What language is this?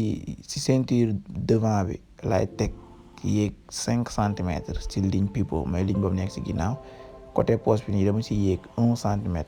Wolof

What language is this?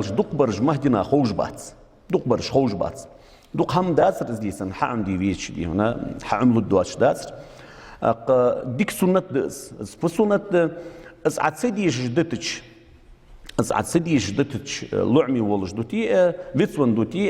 Ingush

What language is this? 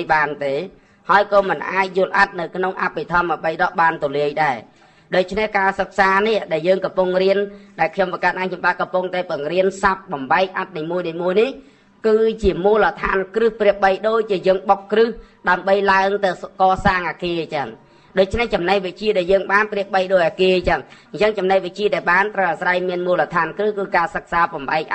Khmer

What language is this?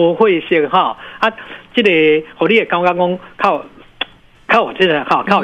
Min Nan Chinese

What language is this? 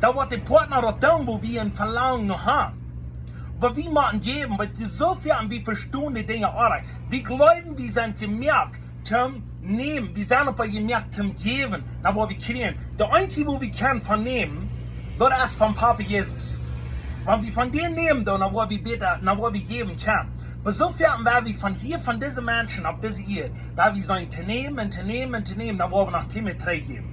Plautdietsch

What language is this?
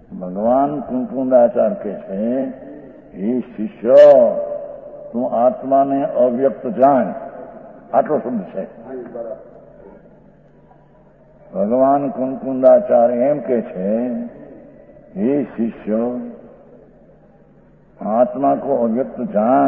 Gujarati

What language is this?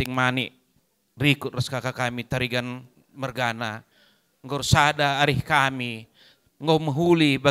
Batak Karo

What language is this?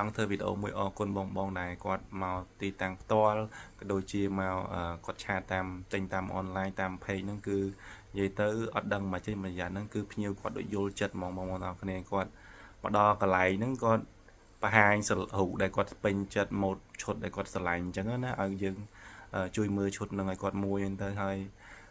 Khmer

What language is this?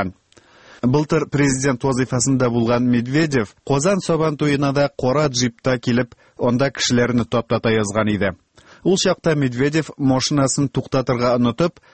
Tatar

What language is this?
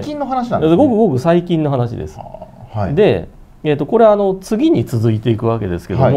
Japanese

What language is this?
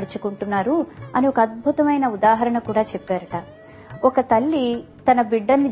Telugu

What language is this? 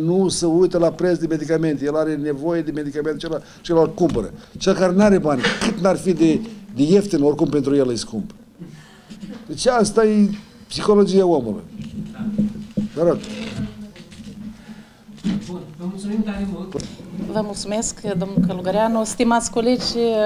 Romanian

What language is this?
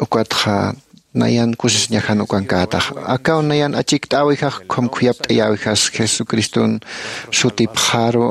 Aymara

